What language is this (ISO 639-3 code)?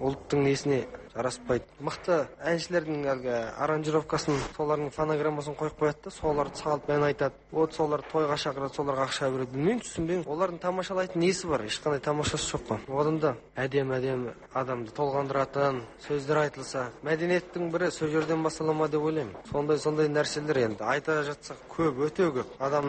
kaz